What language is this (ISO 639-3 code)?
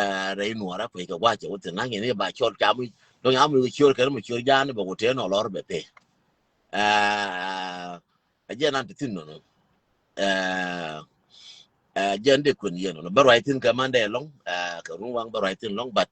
nus